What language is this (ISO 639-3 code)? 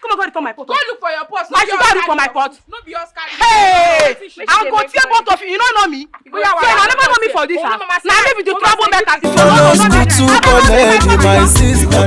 pcm